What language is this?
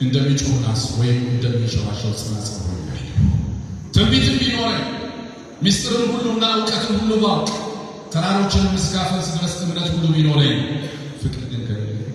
Amharic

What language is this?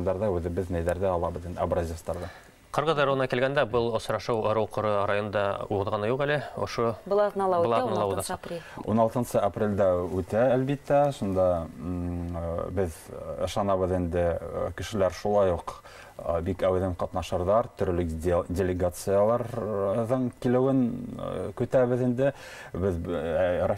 Bashkir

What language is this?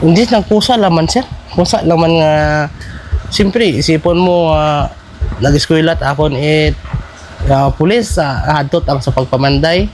Hiligaynon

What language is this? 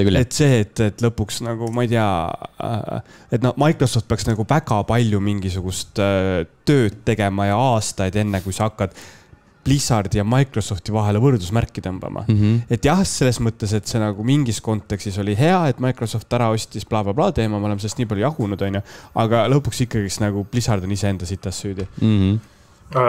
Estonian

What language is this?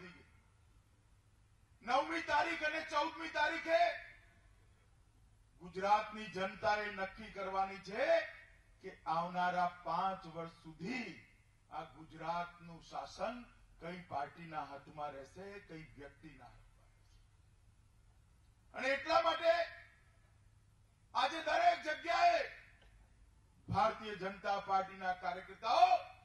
Gujarati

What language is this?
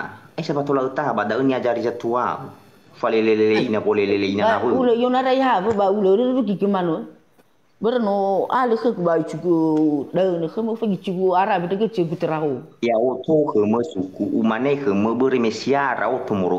Nias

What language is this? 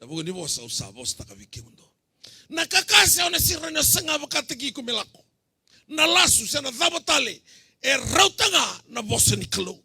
Fijian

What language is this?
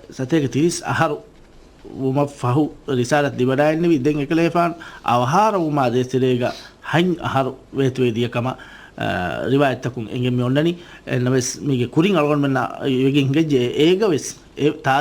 Divehi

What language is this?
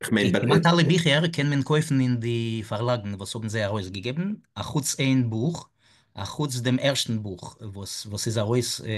Yiddish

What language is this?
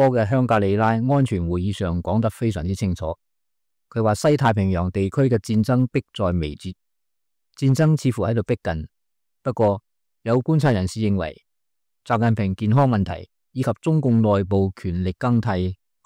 Cantonese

